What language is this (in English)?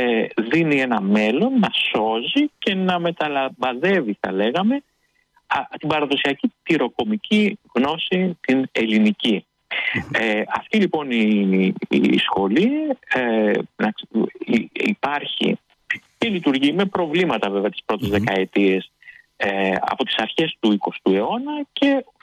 Greek